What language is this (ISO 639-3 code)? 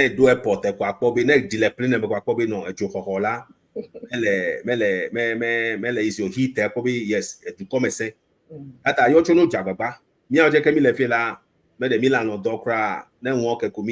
ewe